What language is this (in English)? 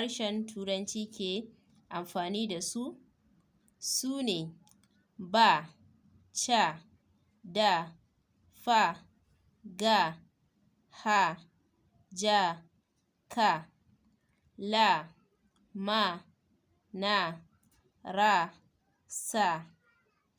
Hausa